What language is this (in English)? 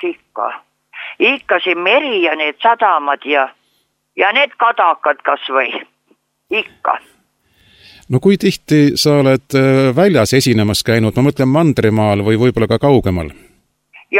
Estonian